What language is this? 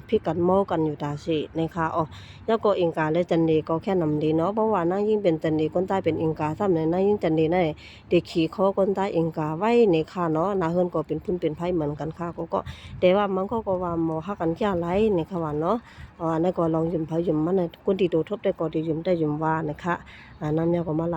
Shan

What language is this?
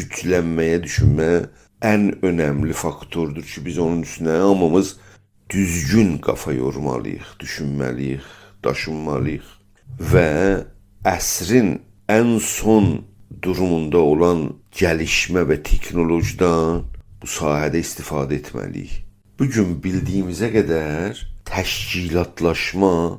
South Azerbaijani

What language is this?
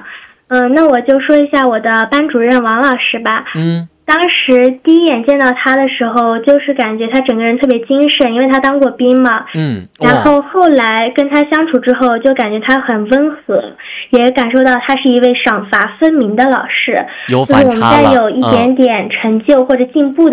Chinese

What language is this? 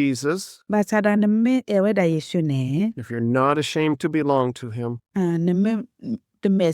S'gaw Karen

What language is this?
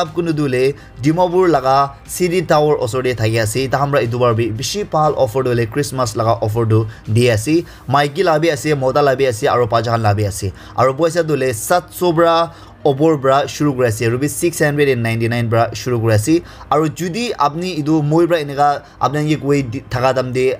Naga Pidgin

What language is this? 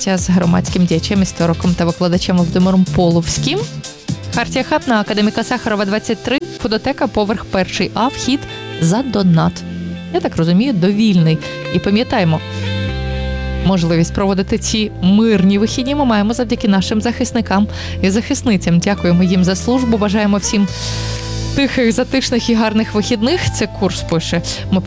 Ukrainian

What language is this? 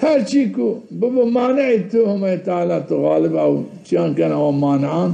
Zaza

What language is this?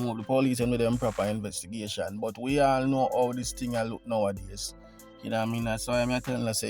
Jamaican Creole English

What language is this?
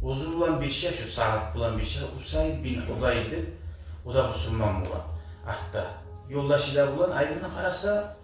Kumyk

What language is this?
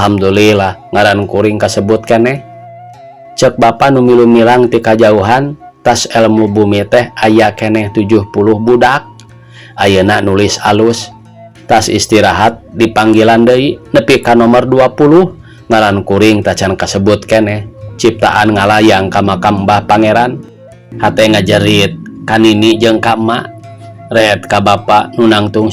Sundanese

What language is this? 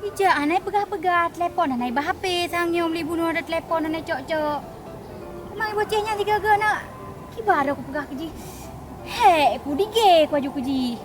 Achinese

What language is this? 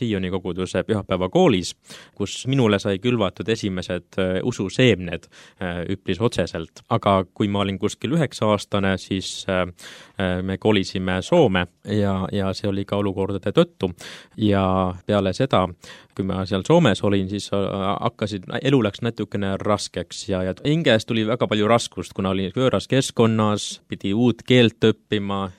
Estonian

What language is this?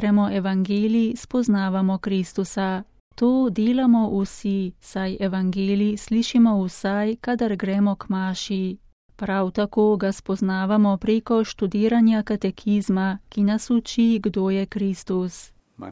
Slovenian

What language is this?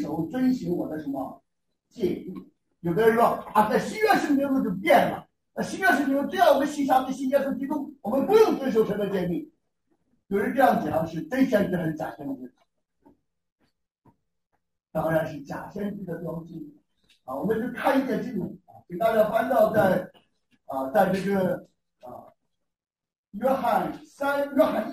Chinese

